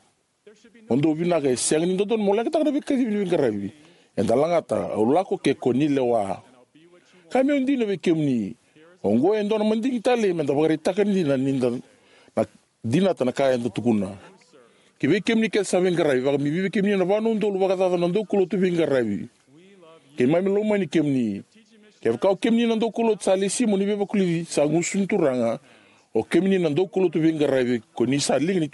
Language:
Fijian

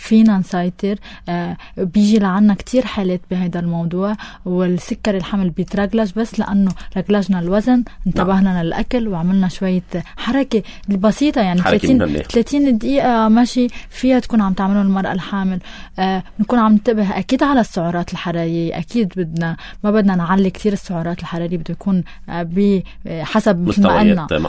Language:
North Levantine Arabic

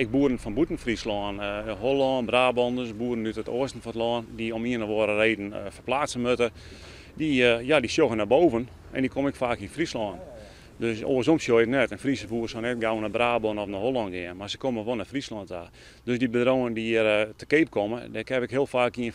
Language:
Western Frisian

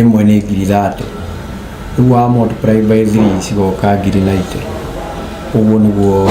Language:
Kikuyu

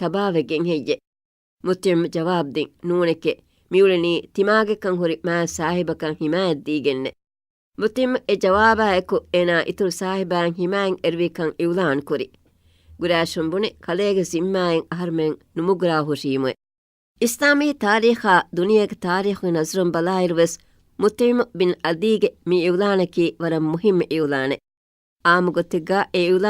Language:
Divehi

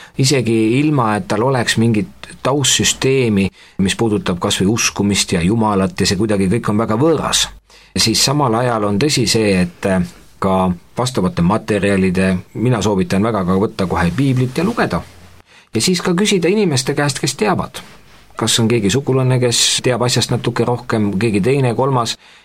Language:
Estonian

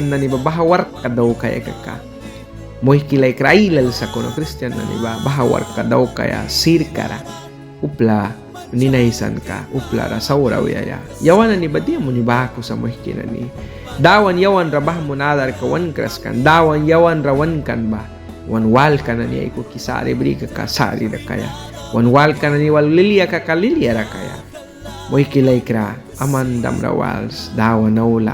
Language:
Mískito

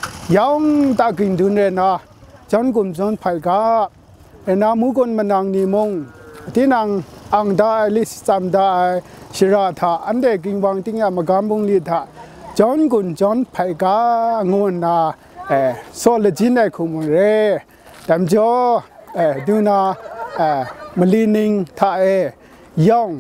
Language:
Kachin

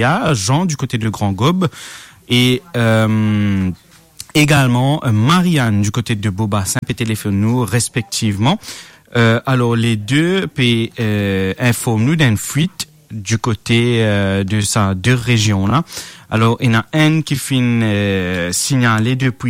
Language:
Morisyen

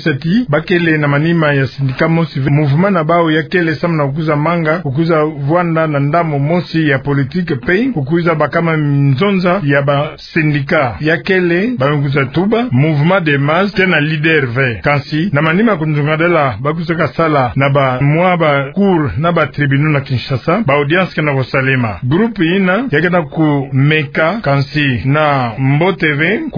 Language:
Kituba (Democratic Republic of Congo)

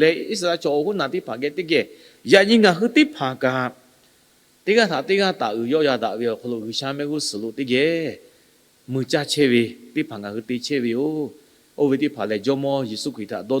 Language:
Lahu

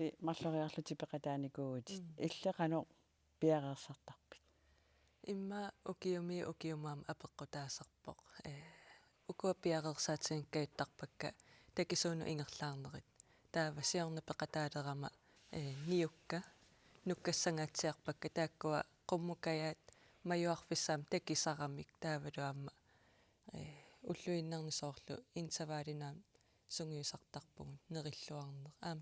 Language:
Kalaallisut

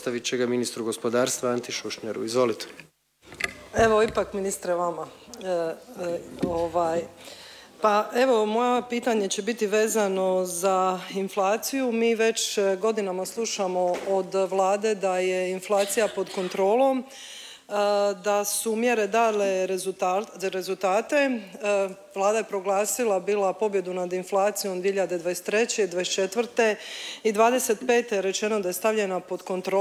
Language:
Croatian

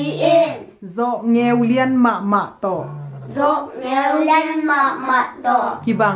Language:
Tedim Chin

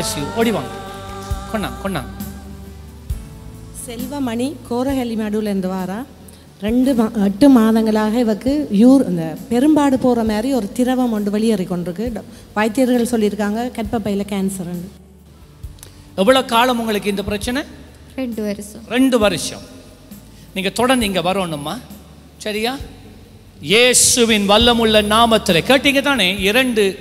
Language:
Tamil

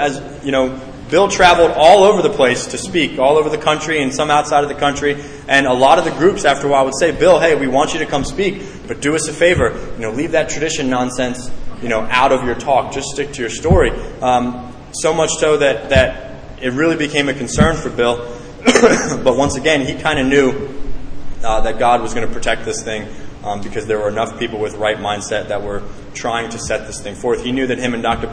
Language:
English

